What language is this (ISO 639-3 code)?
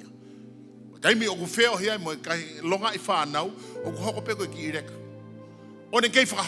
ton